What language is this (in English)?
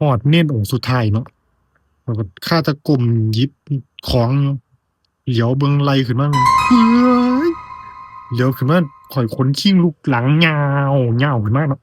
Northeastern Thai